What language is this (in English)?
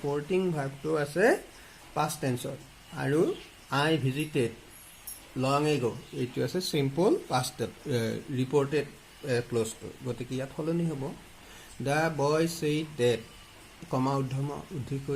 Assamese